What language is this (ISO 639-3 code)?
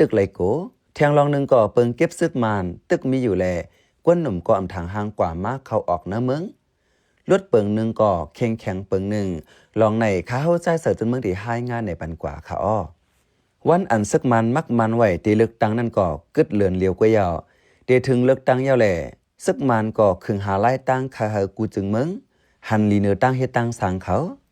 shn